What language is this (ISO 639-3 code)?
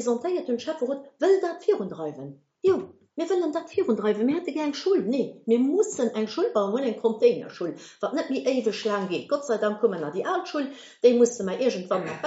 ltz